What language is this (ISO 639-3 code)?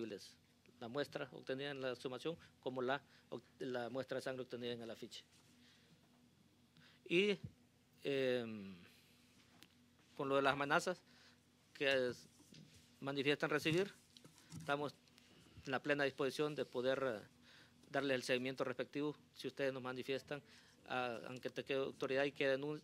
spa